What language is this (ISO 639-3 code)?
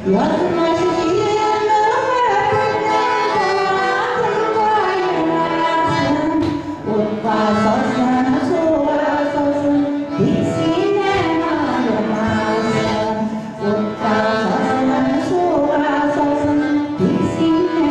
bak